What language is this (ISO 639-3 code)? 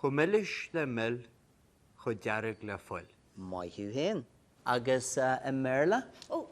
gle